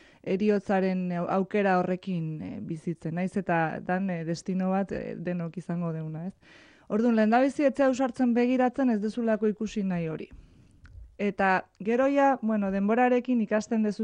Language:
Basque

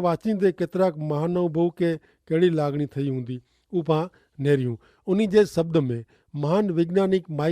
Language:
Kachhi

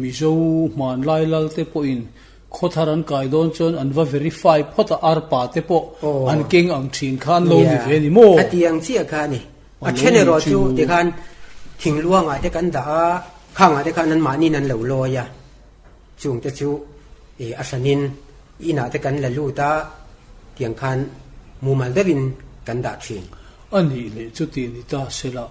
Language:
Mizo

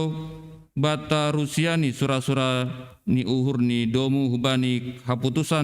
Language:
Batak Simalungun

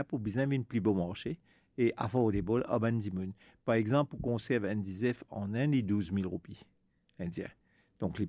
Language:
Morisyen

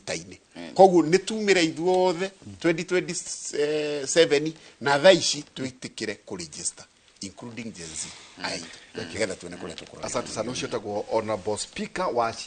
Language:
Kikuyu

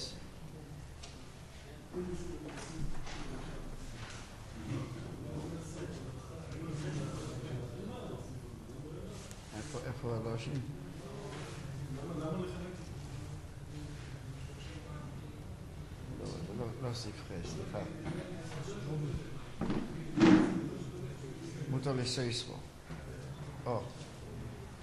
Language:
Hebrew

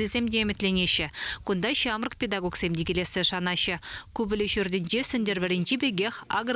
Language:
Chuvash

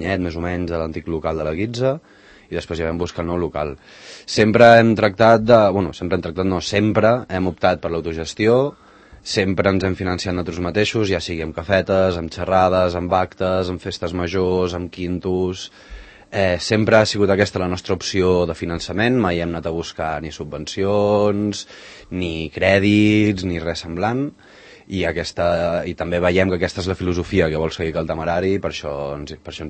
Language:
Catalan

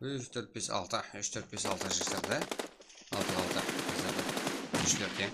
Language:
Kara-Kalpak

